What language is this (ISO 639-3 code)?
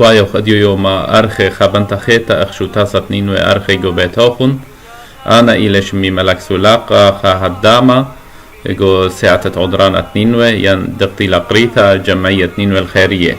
aii